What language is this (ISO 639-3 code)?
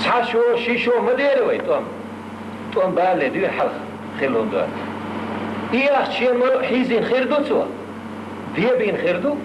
che